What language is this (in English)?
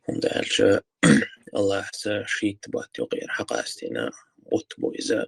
Chechen